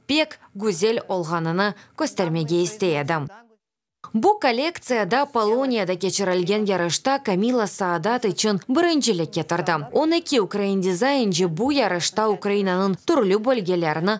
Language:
Crimean Tatar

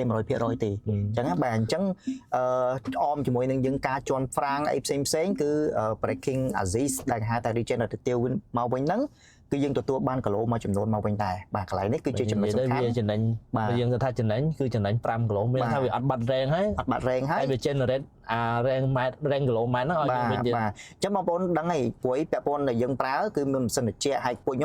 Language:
Khmer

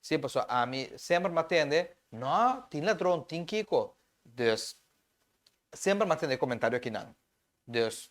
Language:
Papiamento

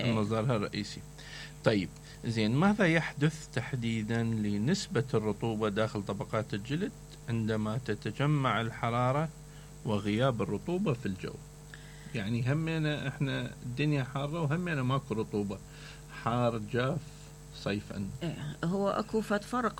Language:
Mesopotamian Arabic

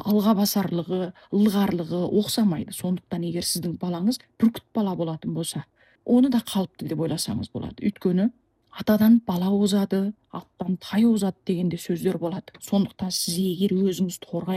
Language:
Kazakh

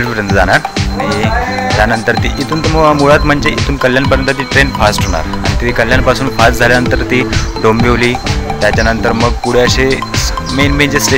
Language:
Marathi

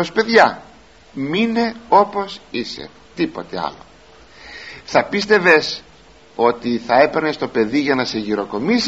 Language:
Greek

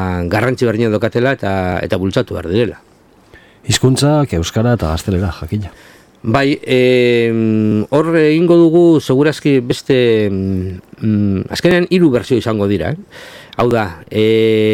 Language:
Basque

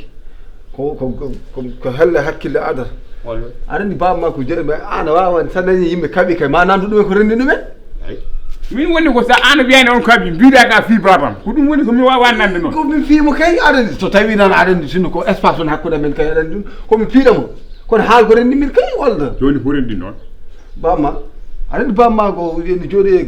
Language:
Fula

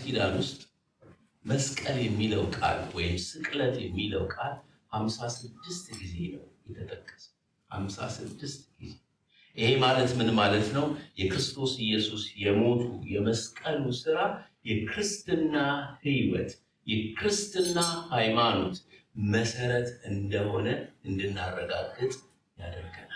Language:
Amharic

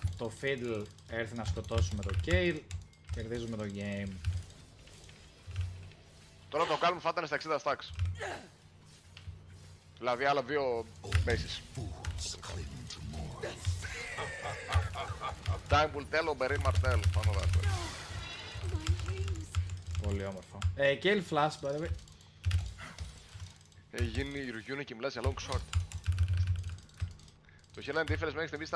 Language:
Greek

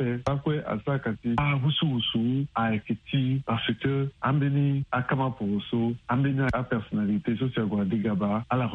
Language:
Sango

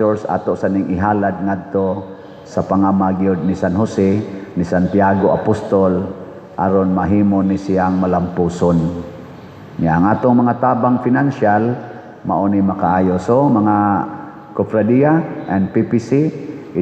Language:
Cebuano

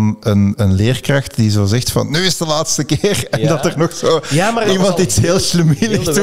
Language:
Dutch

